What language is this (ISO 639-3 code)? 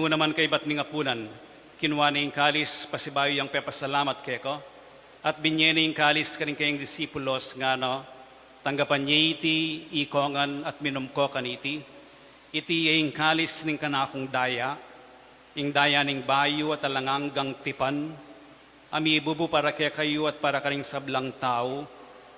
pam